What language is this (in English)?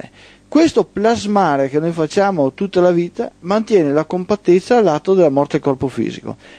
Italian